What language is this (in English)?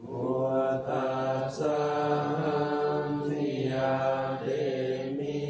Pali